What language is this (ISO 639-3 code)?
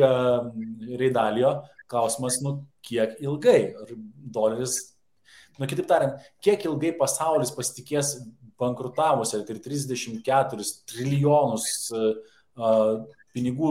lit